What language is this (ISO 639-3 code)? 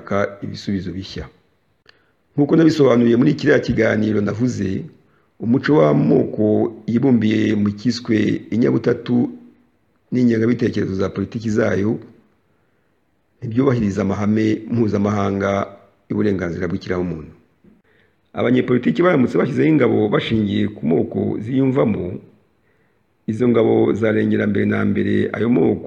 kin